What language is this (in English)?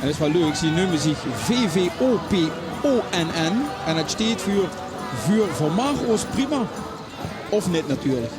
Limburgish